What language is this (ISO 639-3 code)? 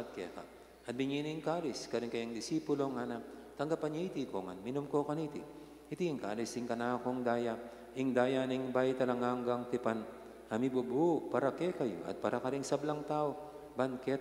pam